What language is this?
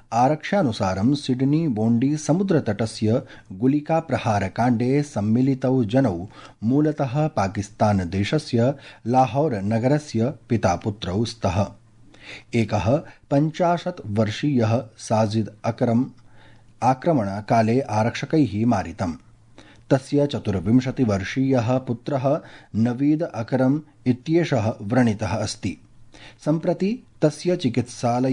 Sanskrit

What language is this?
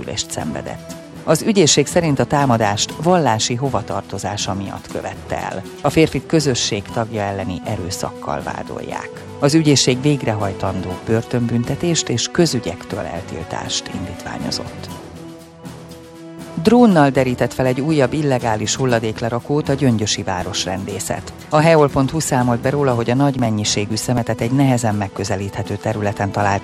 Hungarian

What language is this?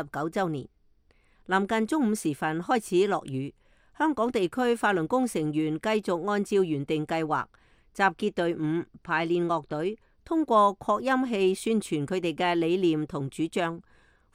Cantonese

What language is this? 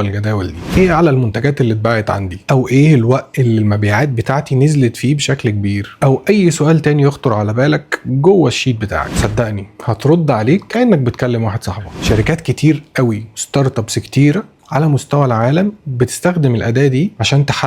Egyptian Arabic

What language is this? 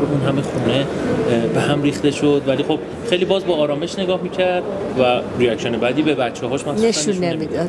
Persian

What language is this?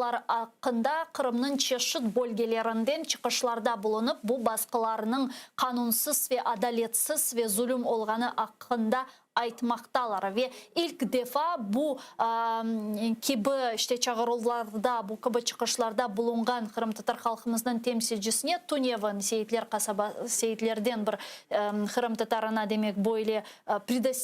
Crimean Tatar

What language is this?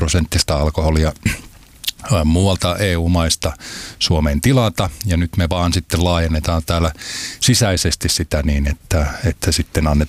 Finnish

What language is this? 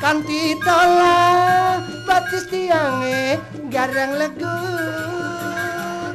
Balinese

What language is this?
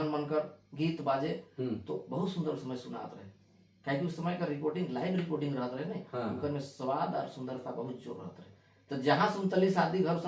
Sadri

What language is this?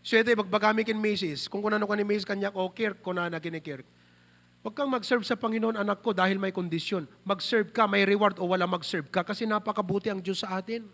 Iloko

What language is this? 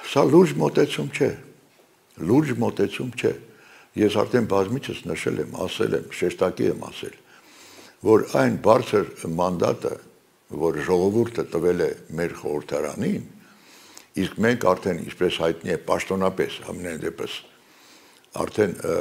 Armenian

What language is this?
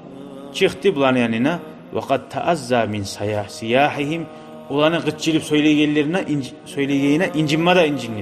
Kumyk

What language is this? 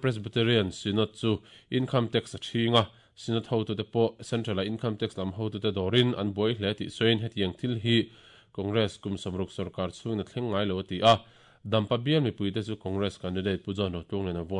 Mizo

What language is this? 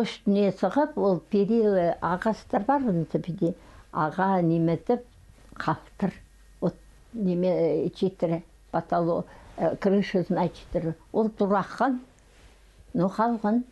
Khakas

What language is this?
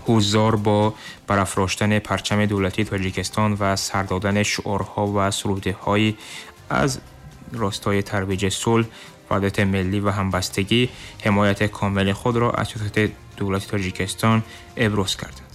Tajik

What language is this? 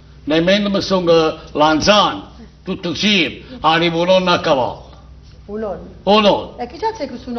Neapolitan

